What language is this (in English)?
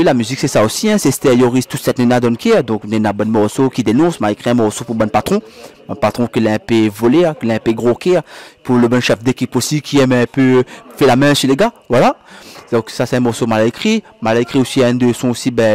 Réunion Creole French